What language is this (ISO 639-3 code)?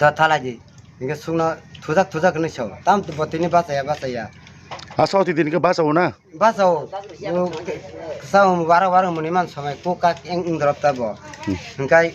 trp